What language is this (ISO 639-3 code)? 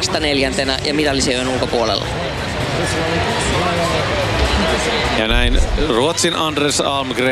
fin